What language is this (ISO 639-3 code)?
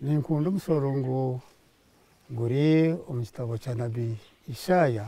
nyn